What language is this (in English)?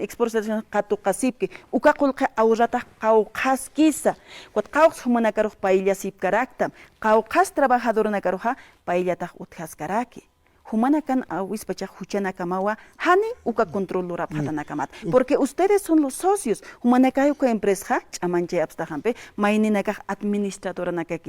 Aymara